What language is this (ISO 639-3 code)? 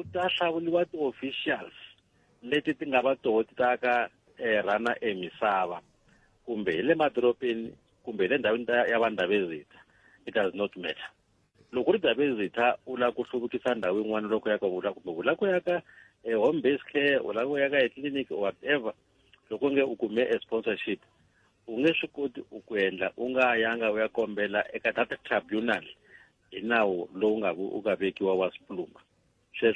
tso